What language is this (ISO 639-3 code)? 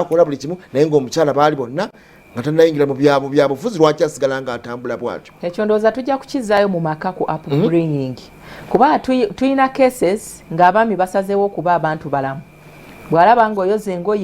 lug